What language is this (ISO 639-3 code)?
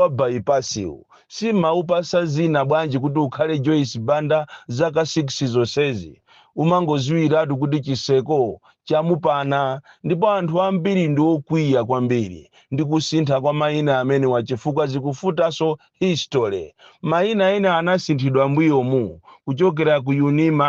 nya